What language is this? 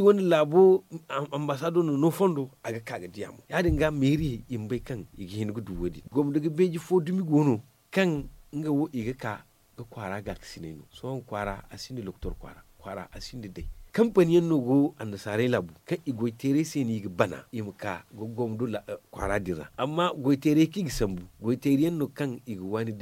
Zarma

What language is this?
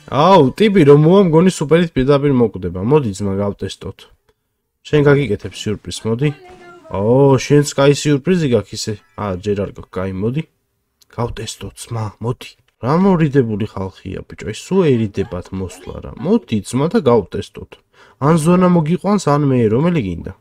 Georgian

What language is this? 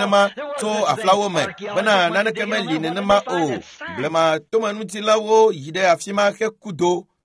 Ewe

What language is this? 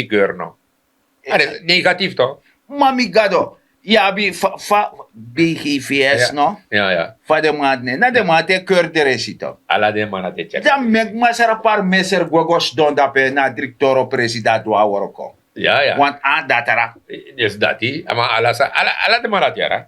Sranan Tongo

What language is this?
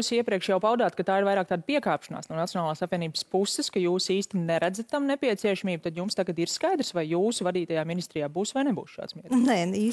Latvian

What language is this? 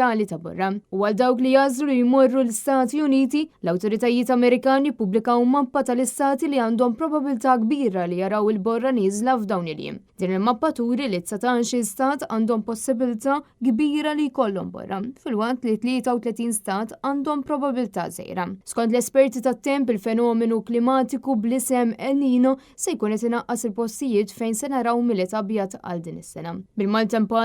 Maltese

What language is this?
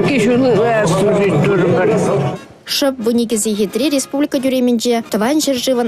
Chuvash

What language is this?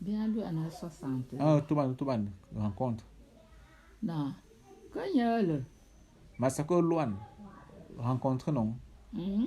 Bulu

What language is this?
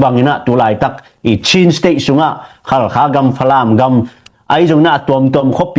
Tedim Chin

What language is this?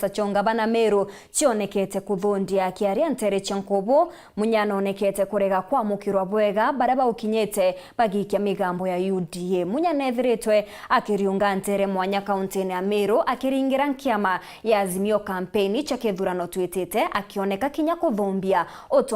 Meru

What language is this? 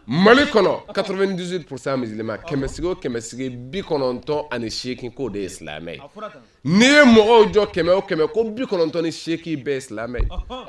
Bambara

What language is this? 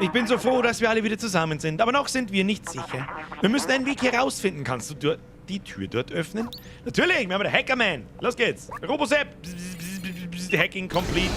Bavarian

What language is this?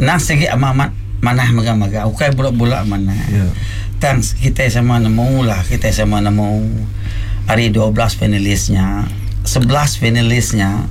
Iban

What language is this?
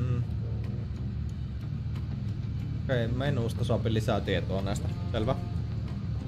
Finnish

